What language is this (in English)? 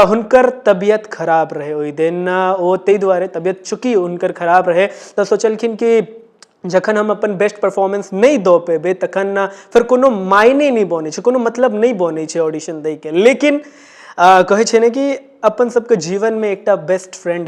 Maithili